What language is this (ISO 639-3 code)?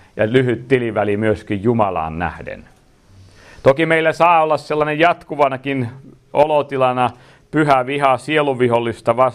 fin